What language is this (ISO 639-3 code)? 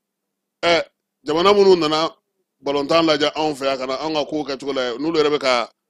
bam